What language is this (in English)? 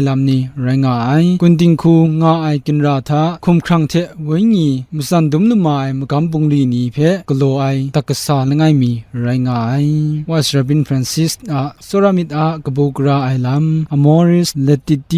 Kachin